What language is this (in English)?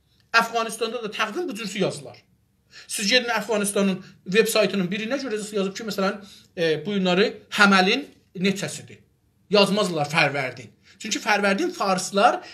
South Azerbaijani